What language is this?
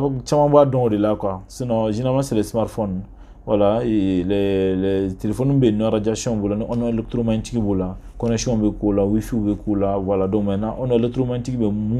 Bambara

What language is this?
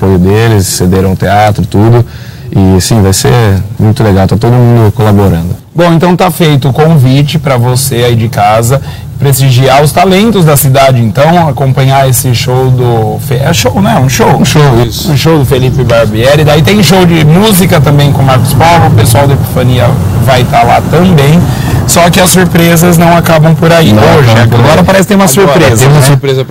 Portuguese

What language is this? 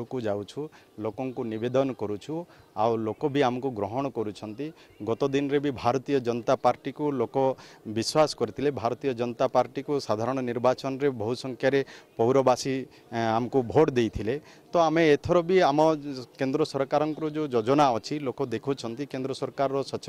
Odia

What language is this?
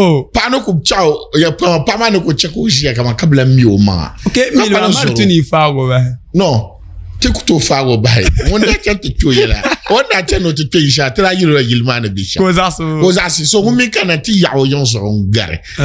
Dagbani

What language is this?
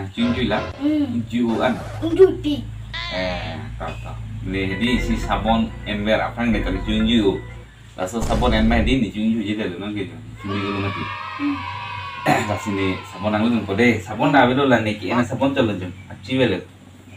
Karbi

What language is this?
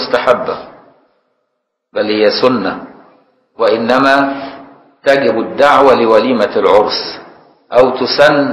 Arabic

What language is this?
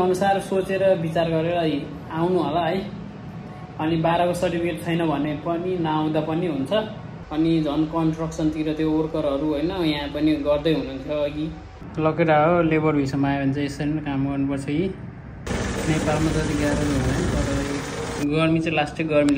Nepali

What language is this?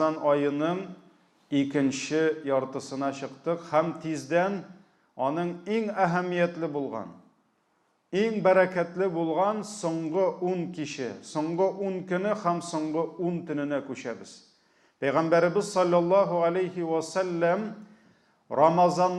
Tatar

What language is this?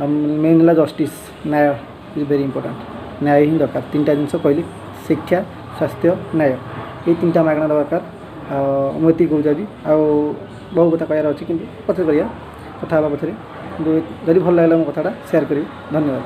Odia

